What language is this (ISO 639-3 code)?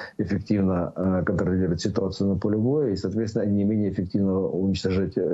rus